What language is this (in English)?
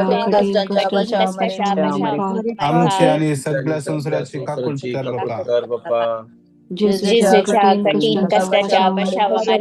Konkani